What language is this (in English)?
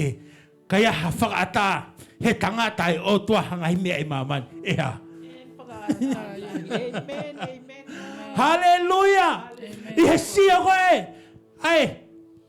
Tongan